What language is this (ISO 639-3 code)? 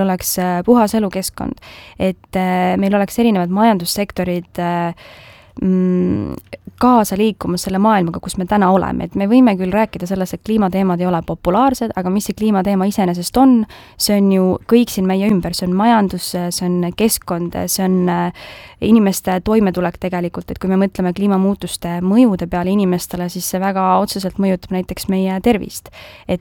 est